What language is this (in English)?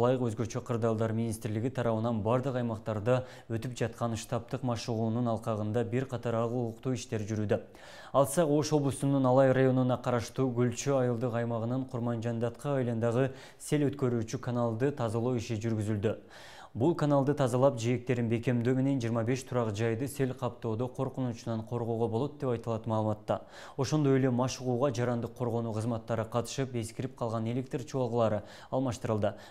Kyrgyz